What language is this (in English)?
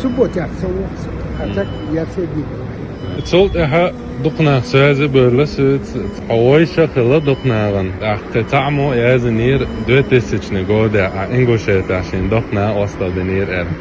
Chechen